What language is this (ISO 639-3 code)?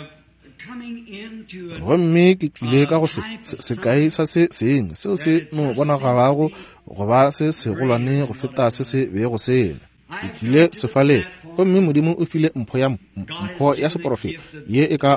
nso